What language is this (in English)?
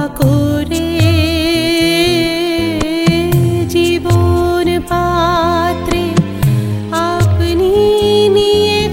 Bangla